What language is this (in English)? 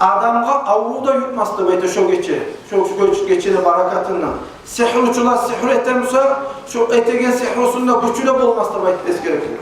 Kumyk